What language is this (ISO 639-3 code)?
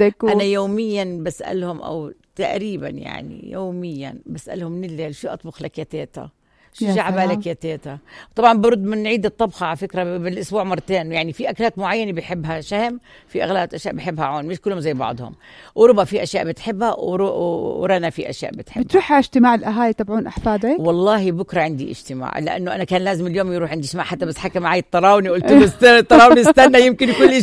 apc